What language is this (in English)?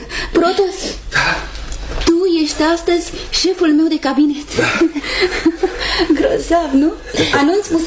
Romanian